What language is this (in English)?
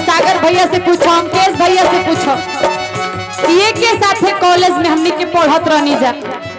Bhojpuri